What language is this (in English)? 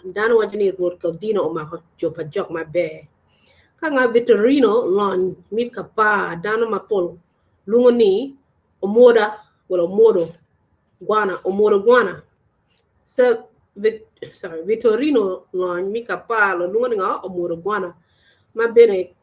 Acoli